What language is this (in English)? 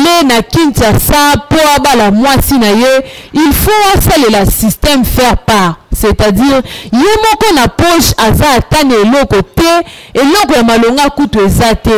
Lingala